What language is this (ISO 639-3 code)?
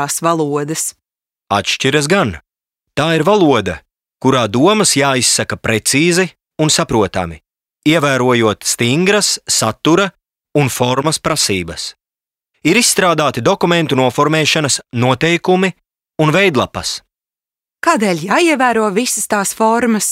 lav